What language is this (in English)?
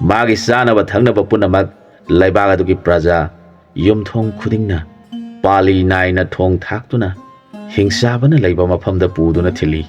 Manipuri